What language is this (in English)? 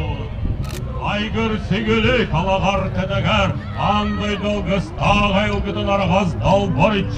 Yakut